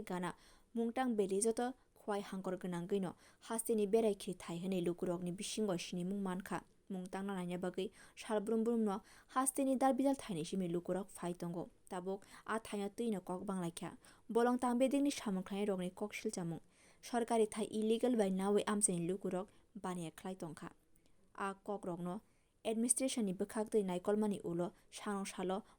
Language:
Kok Borok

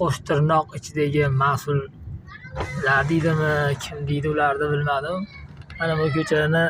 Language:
Uzbek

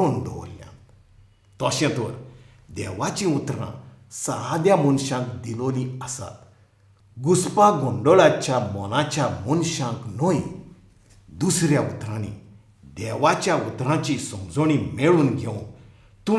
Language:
Konkani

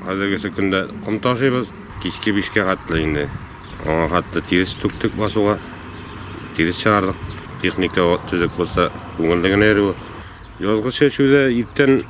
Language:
Tatar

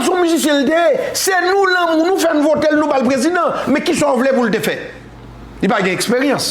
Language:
Haitian Creole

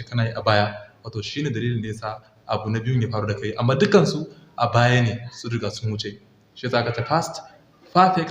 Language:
Hausa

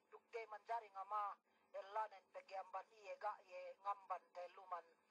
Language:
Yakan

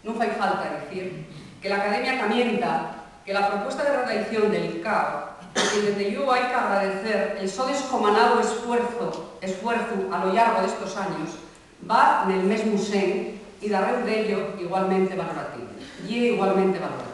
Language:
Asturian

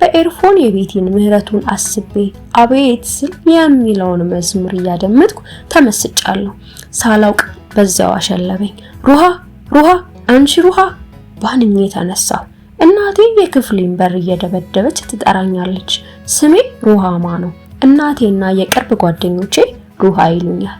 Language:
Amharic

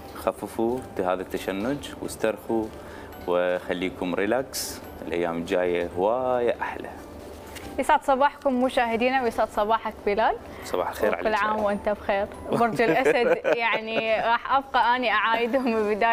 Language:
Mesopotamian Arabic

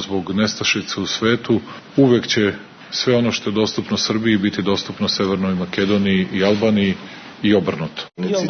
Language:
Serbian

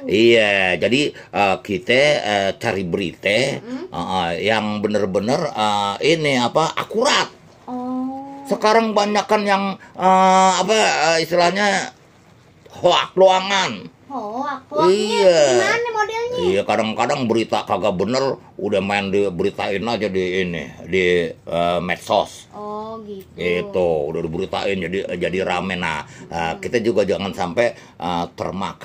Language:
Betawi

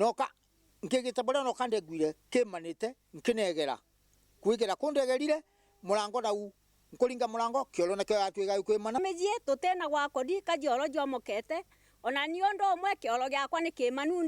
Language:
Meru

